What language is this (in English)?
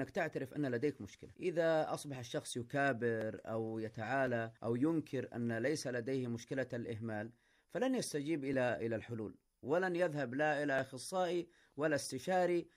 Arabic